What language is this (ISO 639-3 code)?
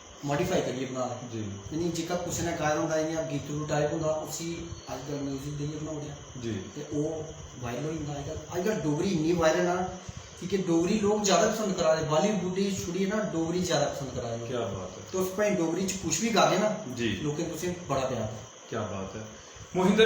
doi